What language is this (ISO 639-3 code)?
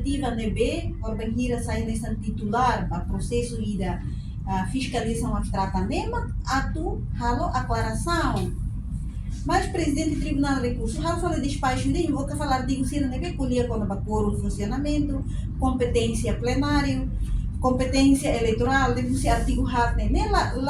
tet